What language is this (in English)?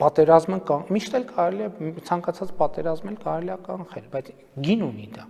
Armenian